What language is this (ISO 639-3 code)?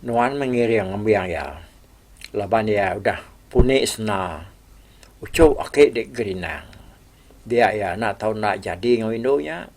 iba